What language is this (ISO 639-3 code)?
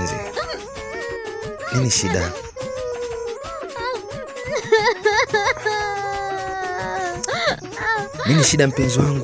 swa